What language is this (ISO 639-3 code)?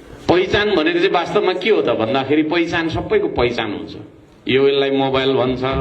nep